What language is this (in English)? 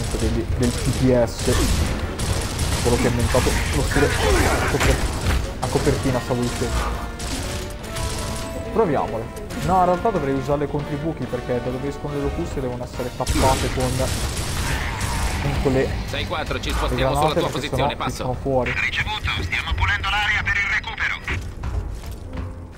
Italian